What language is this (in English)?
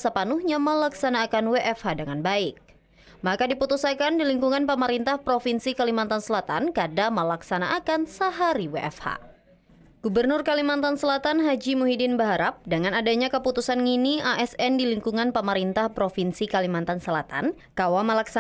Banjar